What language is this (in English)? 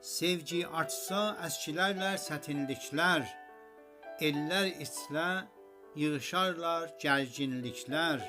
South Azerbaijani